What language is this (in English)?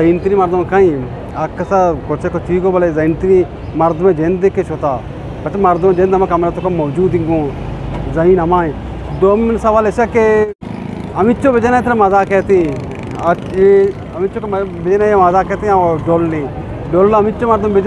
Eastern Balochi